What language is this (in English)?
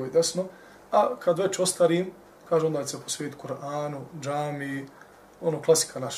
Bosnian